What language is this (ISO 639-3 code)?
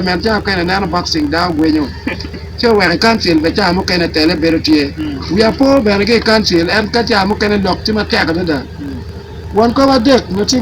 ach